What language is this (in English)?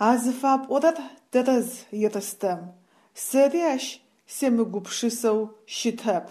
Adyghe